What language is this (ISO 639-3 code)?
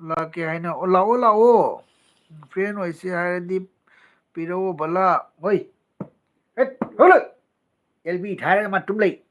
mni